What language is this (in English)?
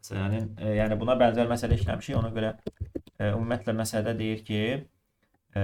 Azerbaijani